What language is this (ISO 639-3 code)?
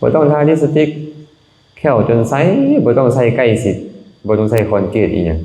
lao